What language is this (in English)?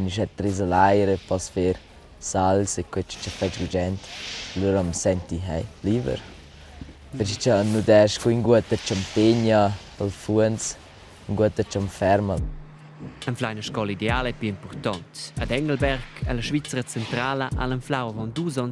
Romansh